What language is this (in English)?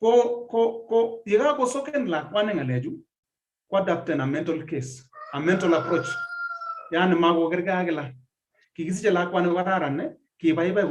Kalenjin